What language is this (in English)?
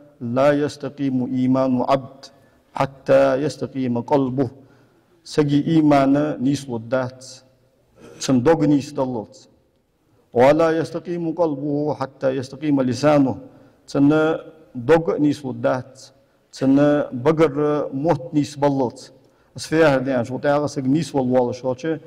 Ingush